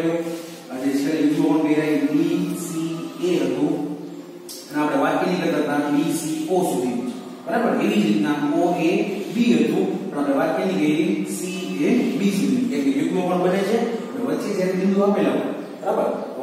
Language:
Gujarati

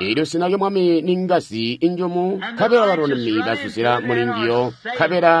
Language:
Tonga (Zambia)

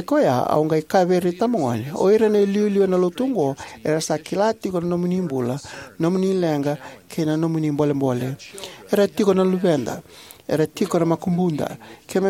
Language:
Fijian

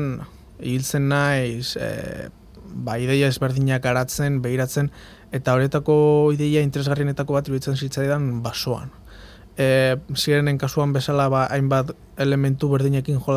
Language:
Basque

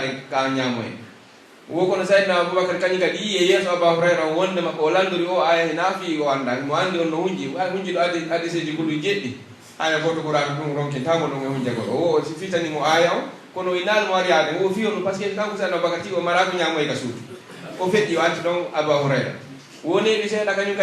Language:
Pular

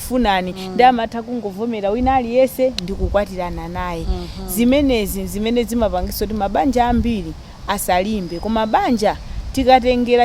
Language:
Nyanja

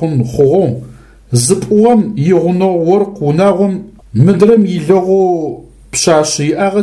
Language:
Adyghe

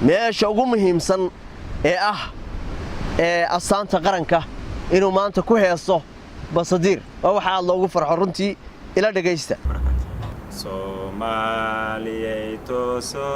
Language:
Somali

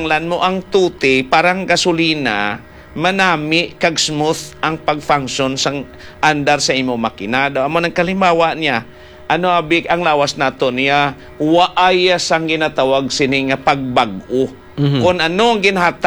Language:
Hiligaynon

